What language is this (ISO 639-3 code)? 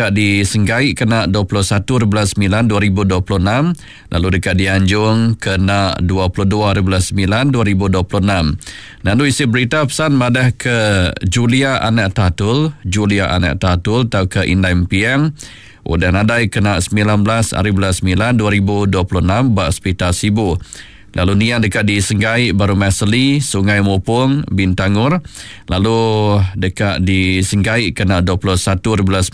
iba